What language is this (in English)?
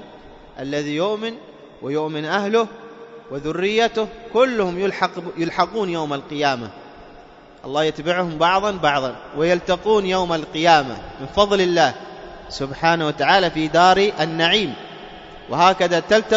Arabic